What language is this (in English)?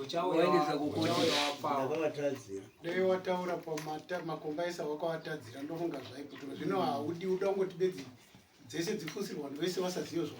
Shona